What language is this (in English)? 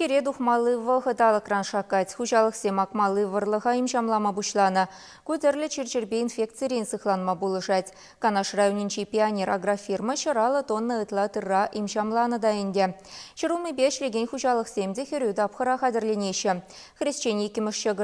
Chuvash